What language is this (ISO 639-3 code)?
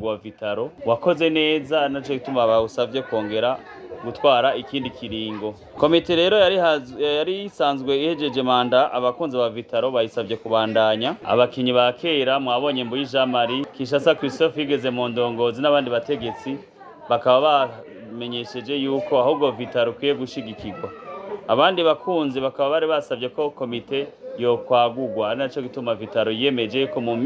run